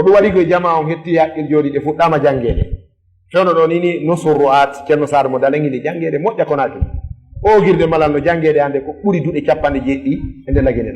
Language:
Fula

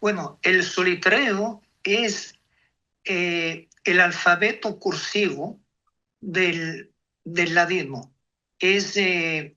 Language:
Ladino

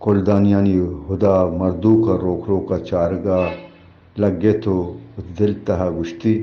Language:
Eastern Balochi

